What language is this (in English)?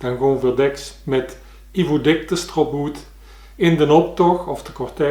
Limburgish